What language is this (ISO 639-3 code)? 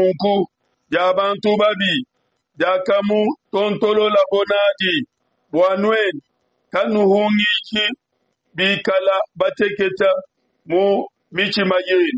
lua